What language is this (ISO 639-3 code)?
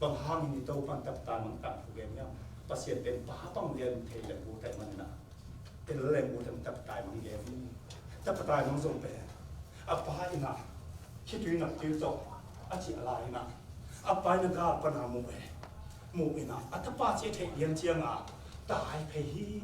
ctd